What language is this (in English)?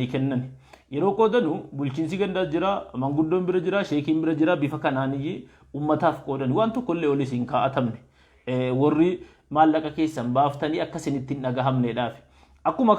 Oromo